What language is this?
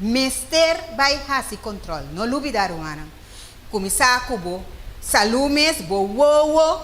Papiamento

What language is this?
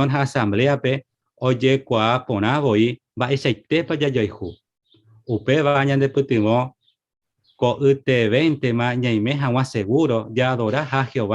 Guarani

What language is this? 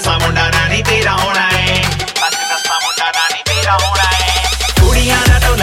Punjabi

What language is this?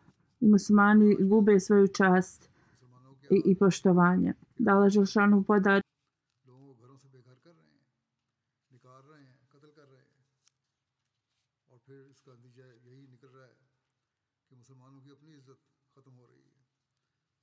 Bosnian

